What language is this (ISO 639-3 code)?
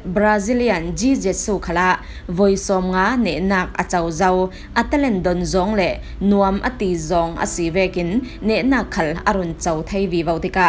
cfm